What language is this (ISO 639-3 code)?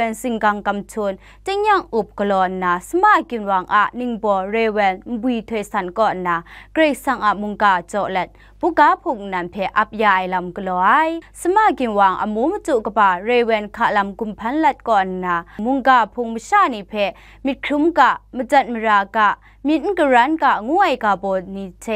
kac